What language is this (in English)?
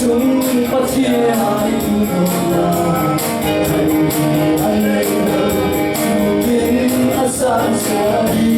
Falam Chin